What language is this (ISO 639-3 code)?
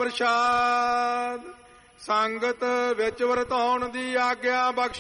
pan